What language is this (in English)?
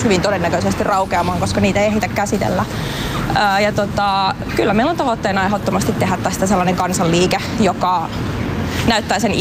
Finnish